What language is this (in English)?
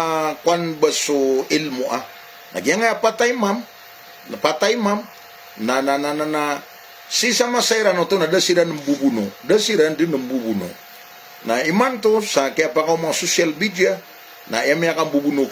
Maranao